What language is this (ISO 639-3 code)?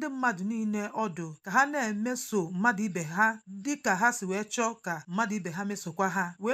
ibo